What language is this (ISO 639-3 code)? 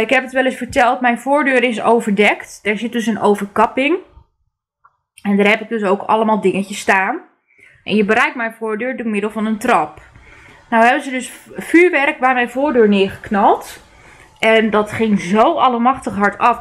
nld